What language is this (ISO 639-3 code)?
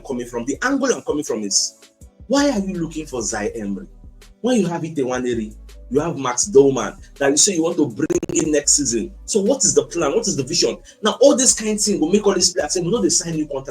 pcm